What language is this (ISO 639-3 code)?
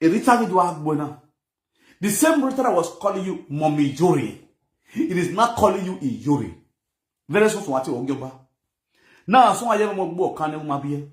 pcm